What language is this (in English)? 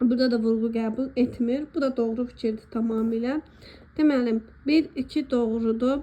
Azerbaijani